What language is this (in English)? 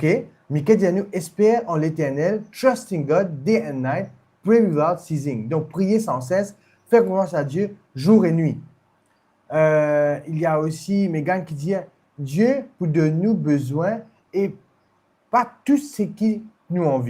Morisyen